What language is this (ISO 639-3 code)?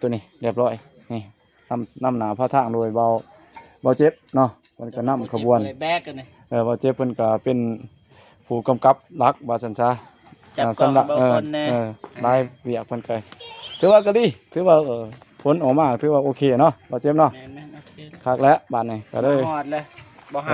lao